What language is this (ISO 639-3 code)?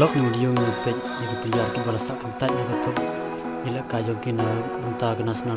kha